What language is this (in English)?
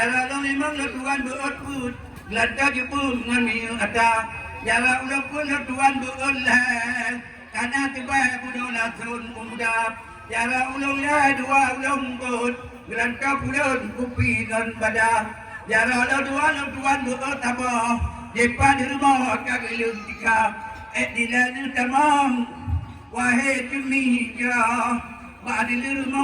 Achinese